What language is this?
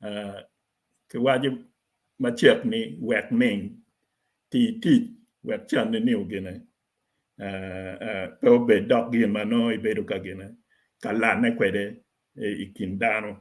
Acoli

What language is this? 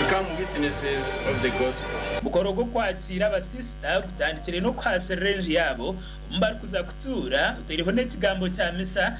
Nyankole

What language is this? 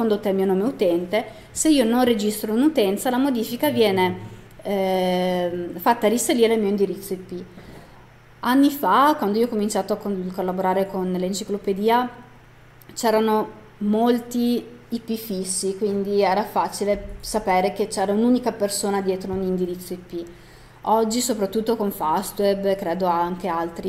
Italian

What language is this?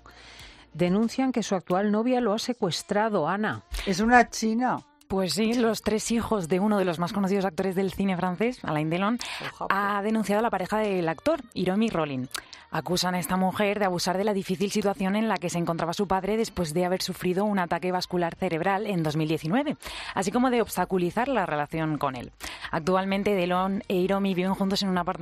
Spanish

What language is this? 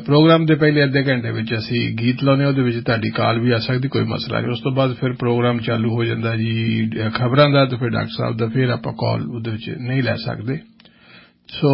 Punjabi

